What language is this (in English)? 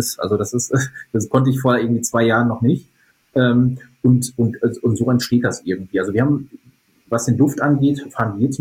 German